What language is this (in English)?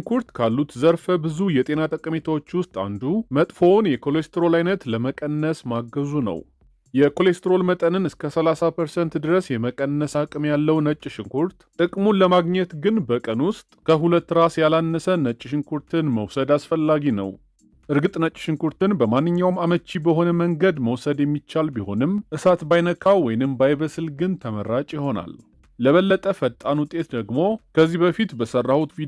Amharic